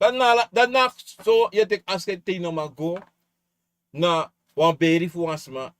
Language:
Sranan Tongo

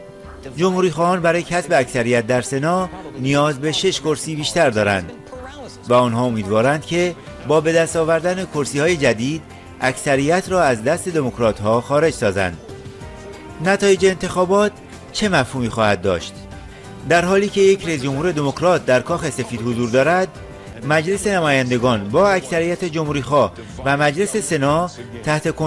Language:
Persian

